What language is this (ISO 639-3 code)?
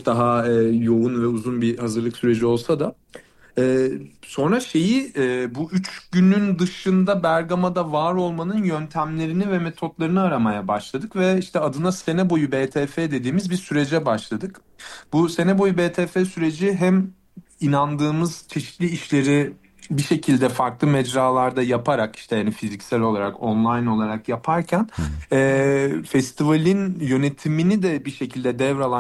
tur